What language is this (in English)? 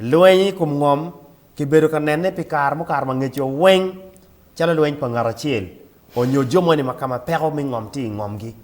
Acoli